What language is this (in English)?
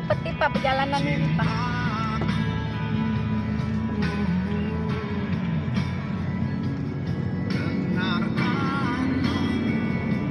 Indonesian